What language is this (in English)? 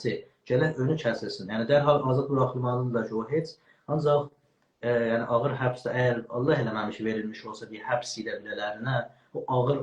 South Azerbaijani